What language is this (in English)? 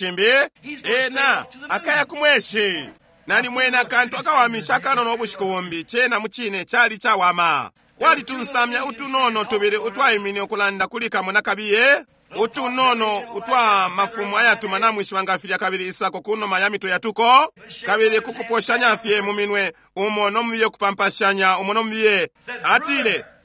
Bemba